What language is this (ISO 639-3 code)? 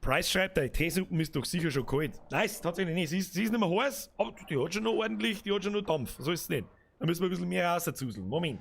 bar